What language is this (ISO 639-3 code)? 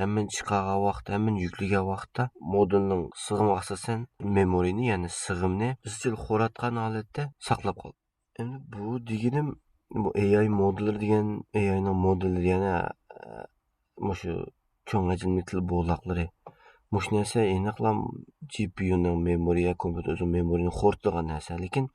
uig